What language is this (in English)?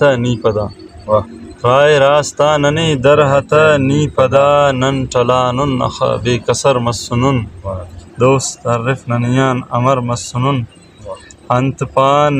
Brahui